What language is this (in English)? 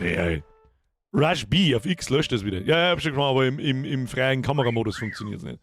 Bavarian